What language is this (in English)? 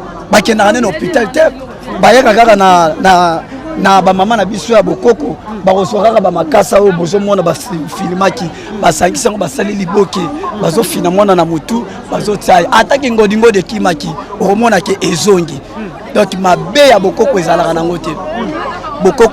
Lingala